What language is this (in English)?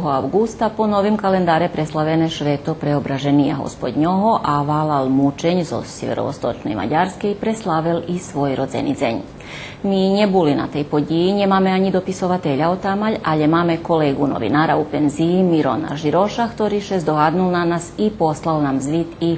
Rusyn